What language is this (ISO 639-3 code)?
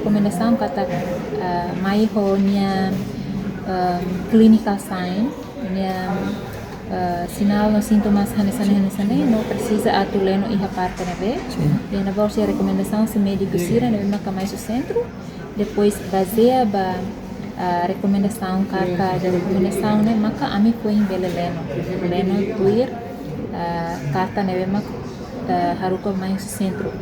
tet